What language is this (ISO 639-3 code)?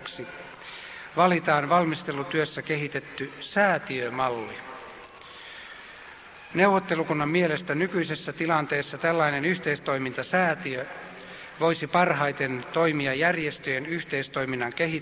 fin